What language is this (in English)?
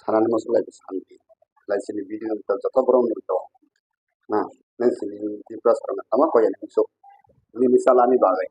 Kok Borok